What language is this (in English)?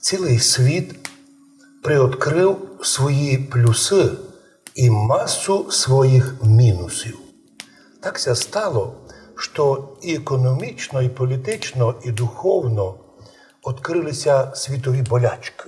Rusyn